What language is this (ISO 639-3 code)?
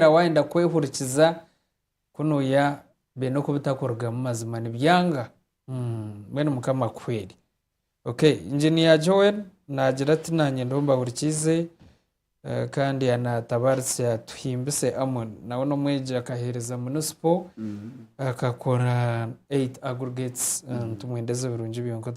nyn